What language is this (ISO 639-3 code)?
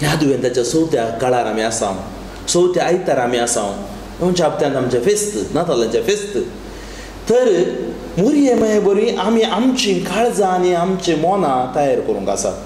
kok